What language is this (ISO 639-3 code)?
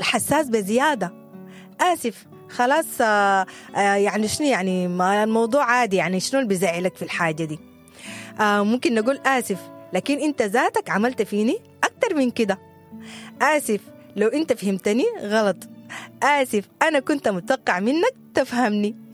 apd